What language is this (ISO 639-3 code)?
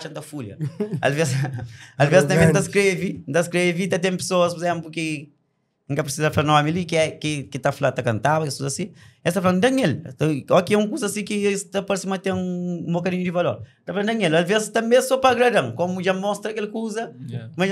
kea